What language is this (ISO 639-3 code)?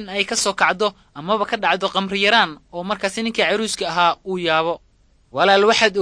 som